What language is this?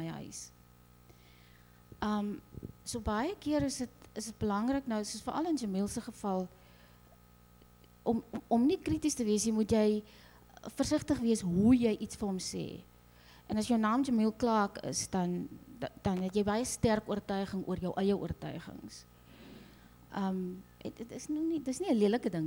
Afrikaans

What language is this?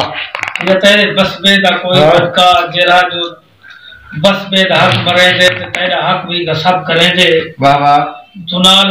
Saraiki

